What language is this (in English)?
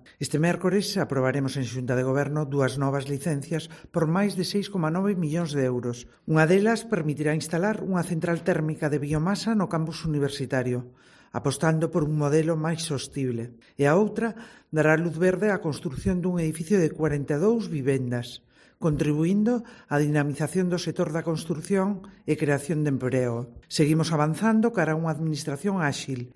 Galician